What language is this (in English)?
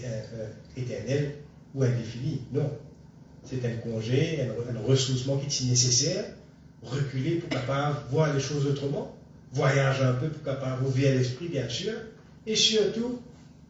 Morisyen